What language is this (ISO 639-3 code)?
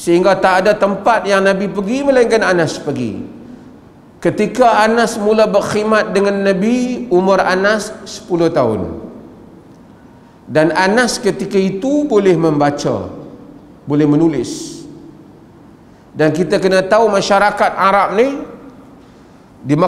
msa